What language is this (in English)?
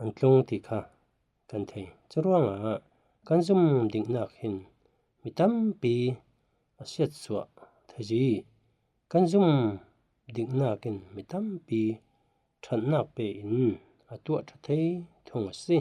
Falam Chin